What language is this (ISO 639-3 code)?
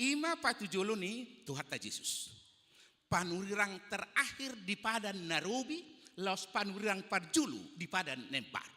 bbc